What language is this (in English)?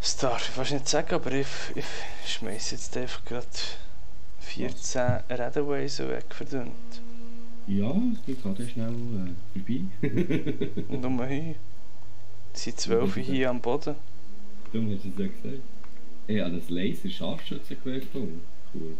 Swiss German